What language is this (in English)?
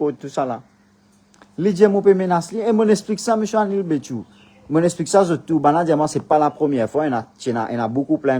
Morisyen